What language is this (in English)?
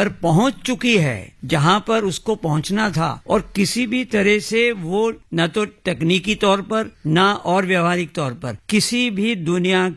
Hindi